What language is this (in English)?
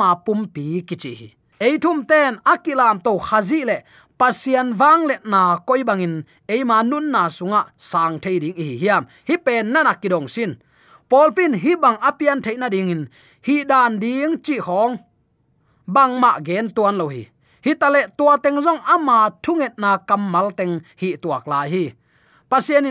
Tedim Chin